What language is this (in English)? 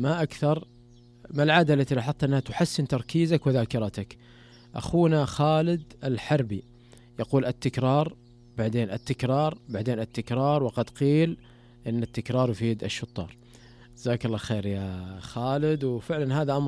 Najdi Arabic